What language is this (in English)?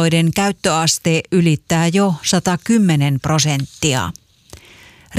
Finnish